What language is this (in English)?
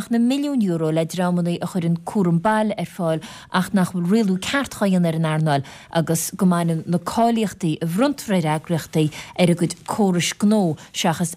Irish